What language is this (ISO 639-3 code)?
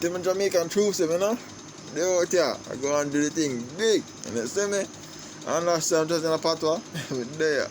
jam